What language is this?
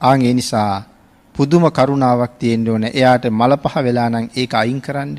Sinhala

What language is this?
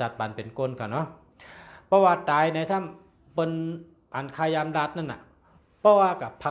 Shan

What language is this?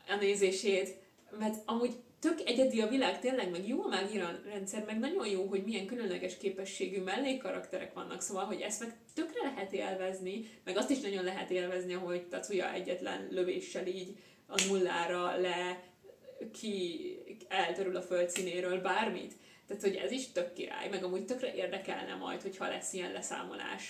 Hungarian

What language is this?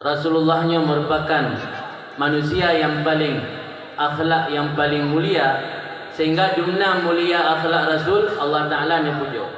Achinese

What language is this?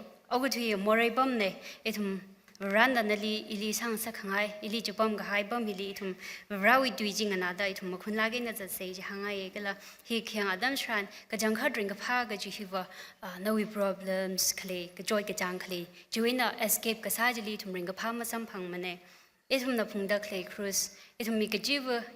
Tangkhul Naga (India)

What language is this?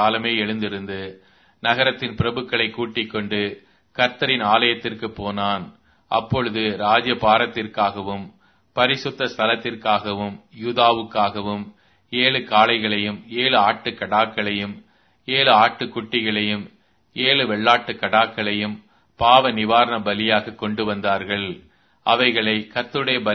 Tamil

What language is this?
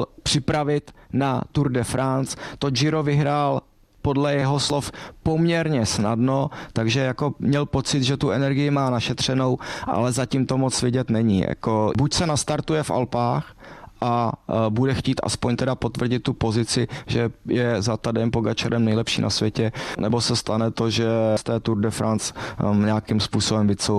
Czech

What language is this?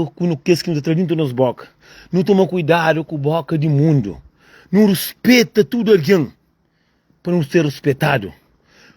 Kabuverdianu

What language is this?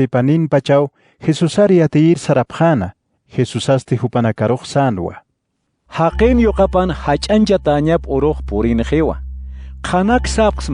Aymara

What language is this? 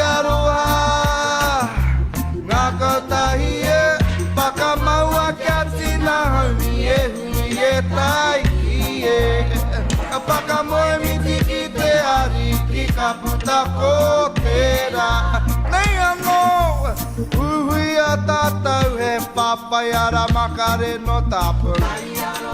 Māori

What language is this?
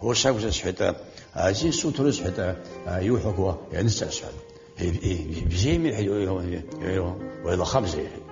Abkhazian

